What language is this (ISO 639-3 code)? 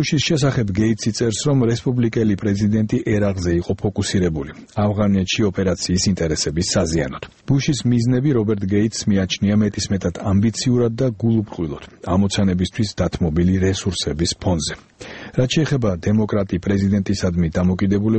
kat